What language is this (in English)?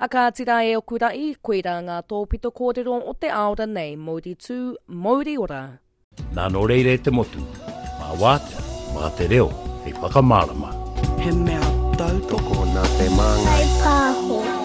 Māori